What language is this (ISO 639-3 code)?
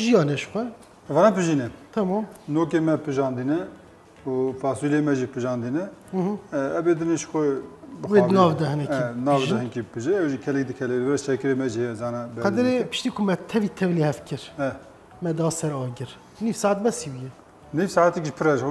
kur